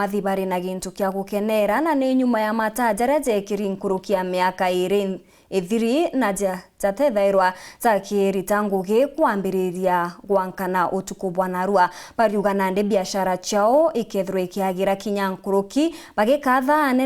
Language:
Meru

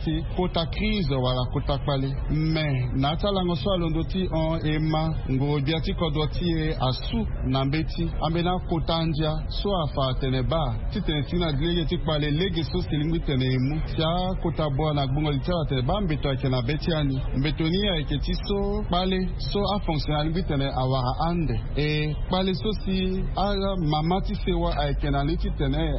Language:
Sango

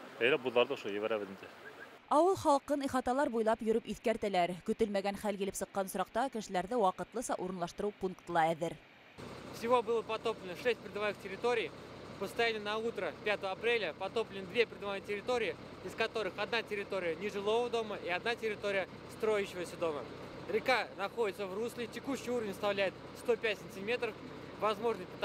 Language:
Bashkir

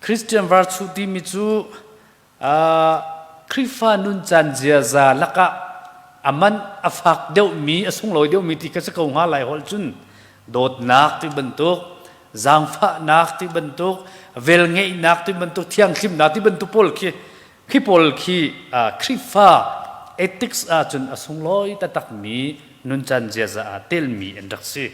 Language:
Hakha Chin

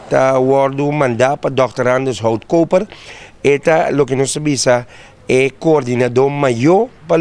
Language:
Papiamento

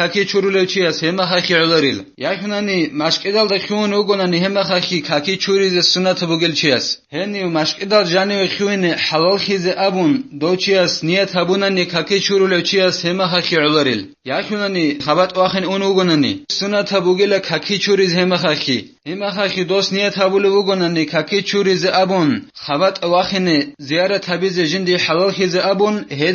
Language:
Avaric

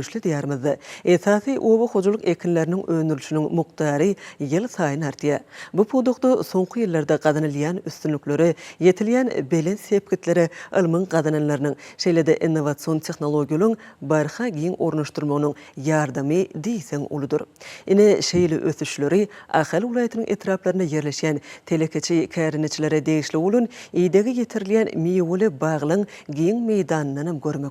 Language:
Turkmen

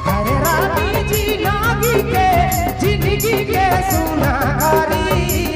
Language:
Sadri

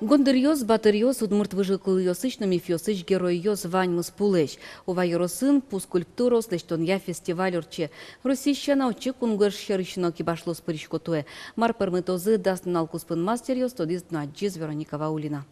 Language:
Udmurt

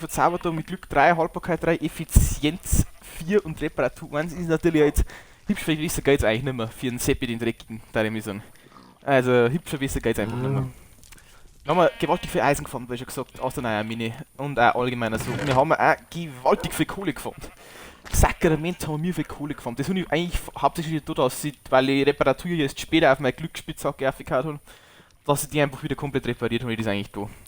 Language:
Bavarian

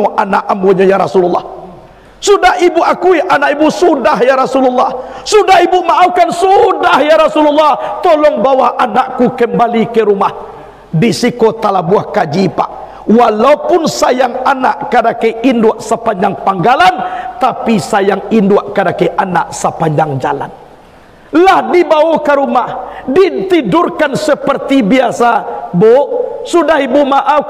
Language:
Minangkabau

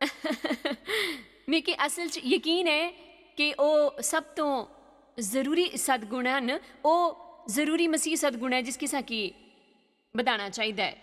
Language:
Dogri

